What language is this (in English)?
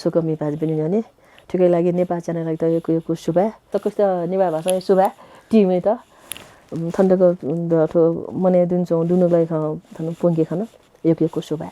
Newari